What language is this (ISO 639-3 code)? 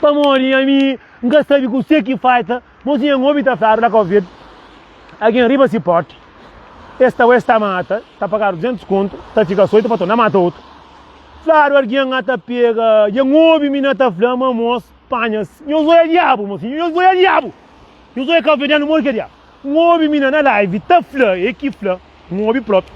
kea